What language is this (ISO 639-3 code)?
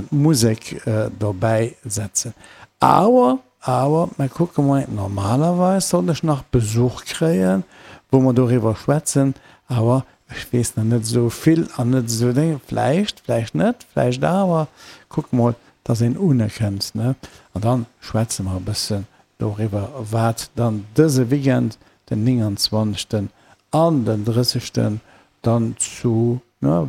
ltz